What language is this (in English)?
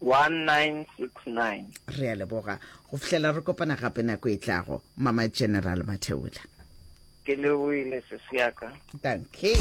Northern Sotho